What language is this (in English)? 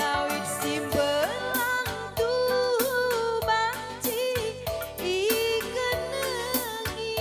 Batak Karo